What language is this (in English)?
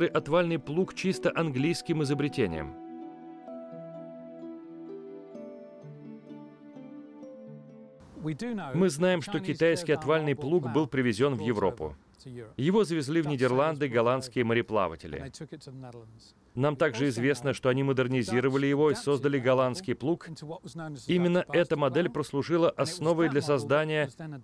Russian